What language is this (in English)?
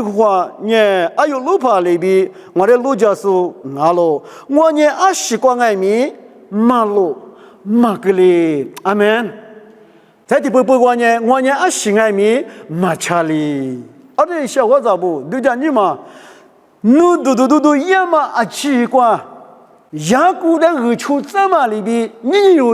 Lisu